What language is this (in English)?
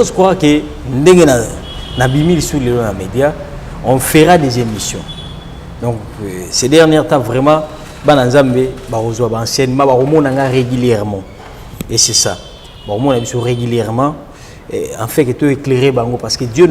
Lingala